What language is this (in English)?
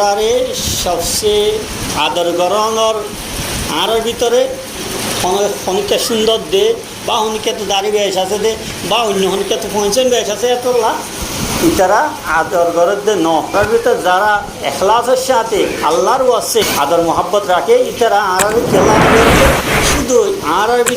Rohingya